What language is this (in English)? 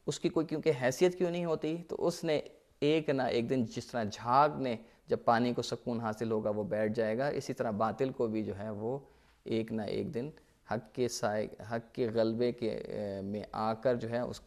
Urdu